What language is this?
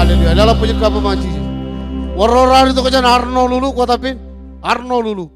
Marshallese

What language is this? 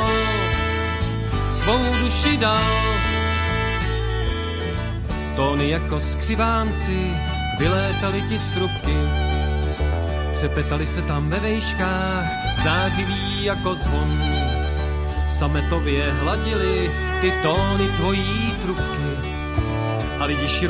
Czech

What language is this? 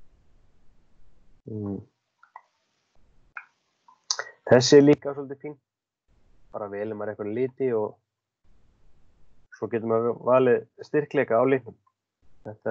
Icelandic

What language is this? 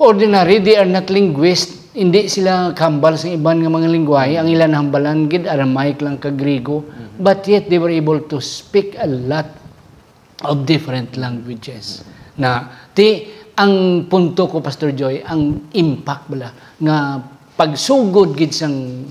Hiligaynon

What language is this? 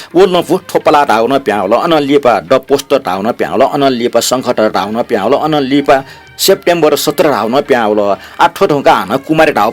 Newari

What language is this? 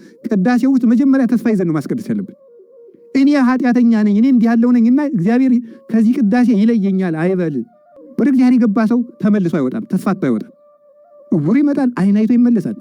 Amharic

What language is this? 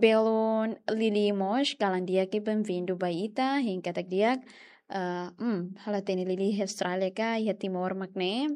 Tetum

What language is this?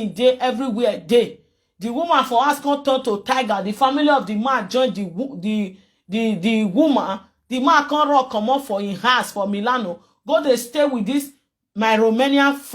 Nigerian Pidgin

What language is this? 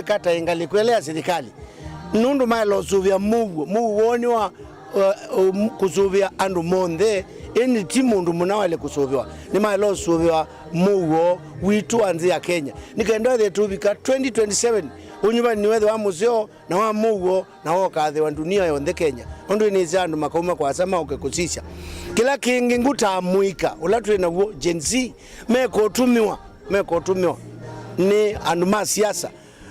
Kamba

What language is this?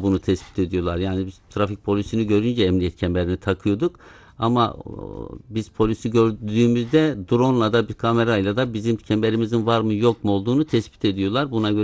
Turkish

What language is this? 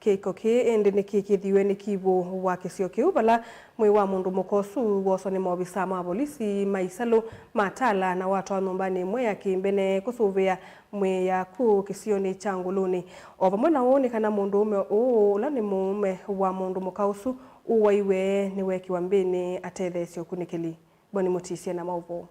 Kamba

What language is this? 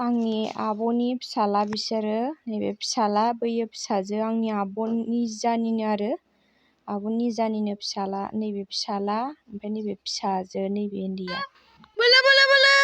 Bodo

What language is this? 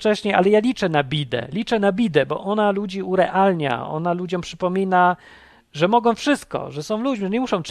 Polish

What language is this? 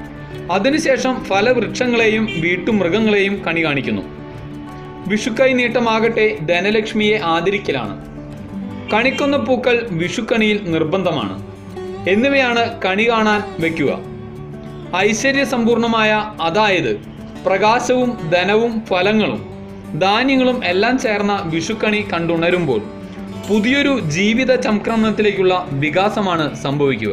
Malayalam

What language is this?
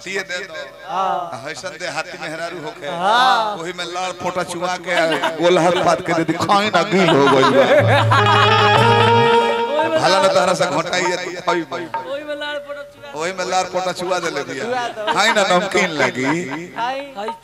Bhojpuri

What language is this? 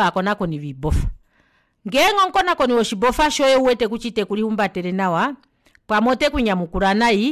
Kuanyama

